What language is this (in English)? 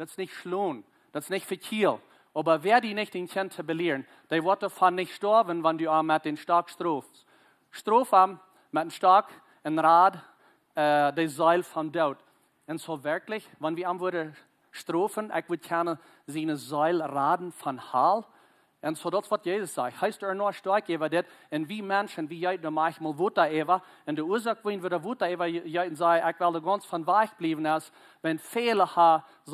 Plautdietsch